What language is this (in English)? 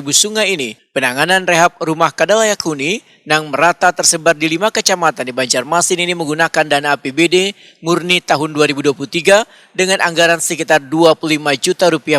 Banjar